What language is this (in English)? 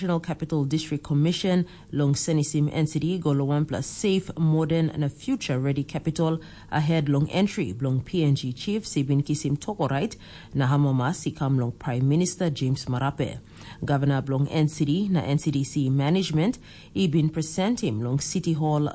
Tok Pisin